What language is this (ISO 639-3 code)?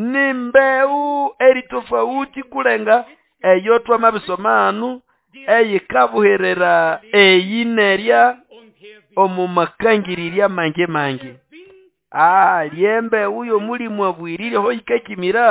nnb